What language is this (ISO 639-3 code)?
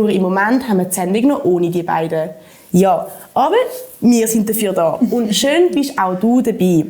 gsw